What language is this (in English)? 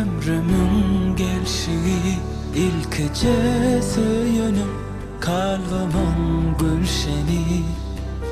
Turkmen